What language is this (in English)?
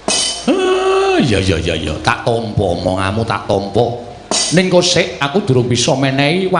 Javanese